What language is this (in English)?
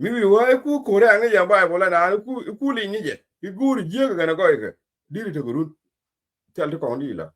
Nuer